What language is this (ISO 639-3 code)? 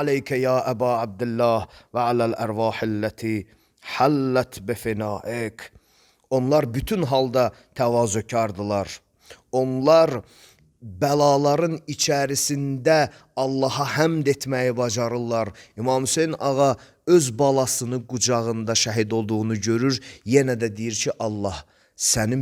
aze